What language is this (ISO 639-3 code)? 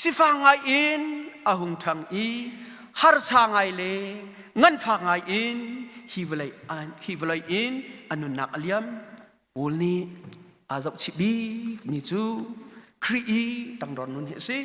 cnh